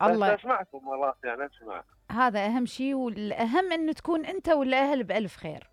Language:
Mesopotamian Arabic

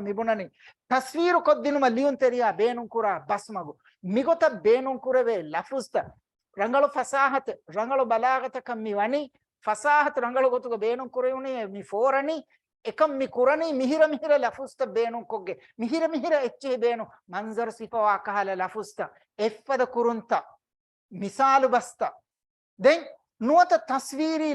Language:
Divehi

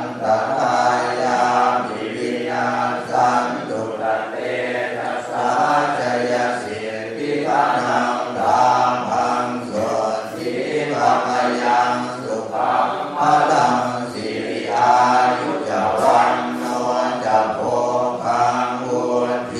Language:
Pali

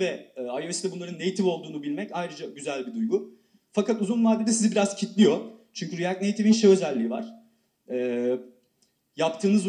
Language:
Turkish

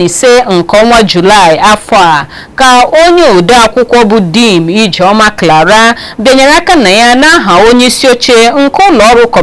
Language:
Igbo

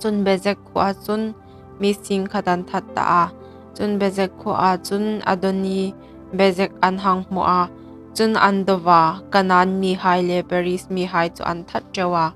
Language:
Hmar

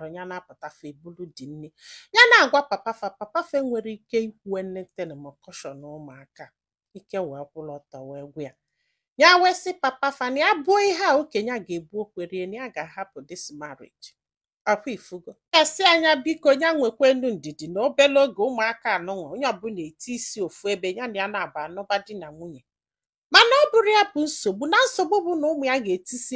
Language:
Igbo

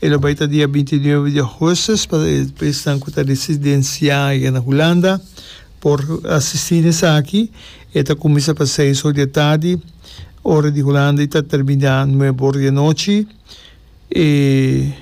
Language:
Papiamento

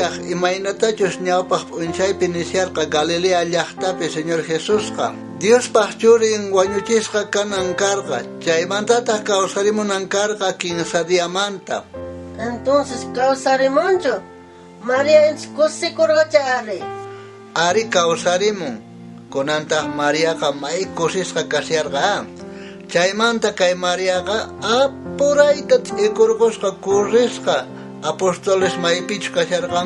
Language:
South Bolivian Quechua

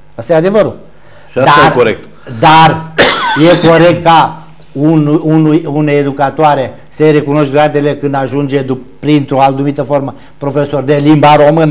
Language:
Romanian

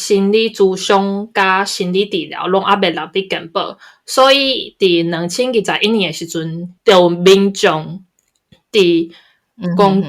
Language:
Min Nan Chinese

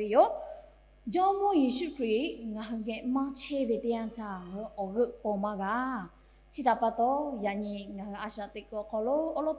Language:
Lahu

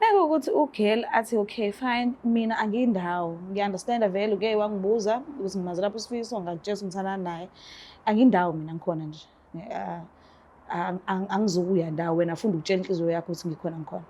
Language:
Zulu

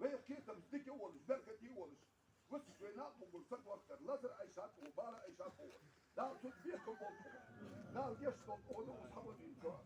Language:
Ingush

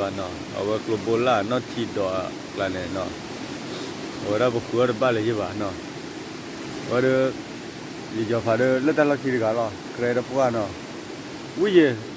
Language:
S'gaw Karen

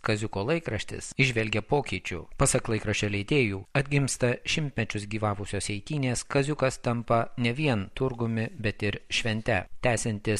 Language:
Lithuanian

